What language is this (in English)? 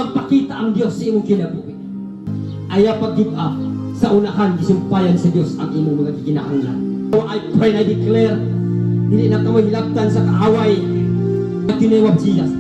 Cebuano